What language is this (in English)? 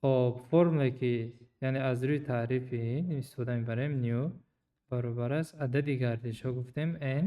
Tajik